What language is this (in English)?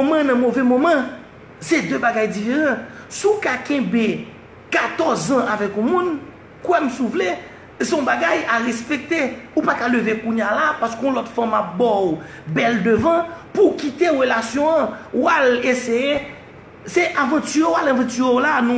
Haitian Creole